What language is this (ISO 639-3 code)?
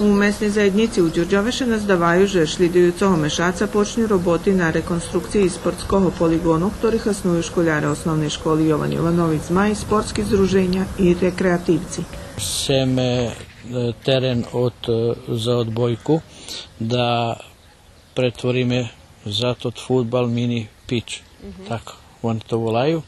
rue